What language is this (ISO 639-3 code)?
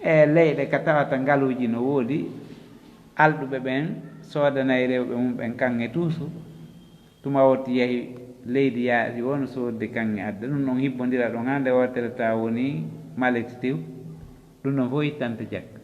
ful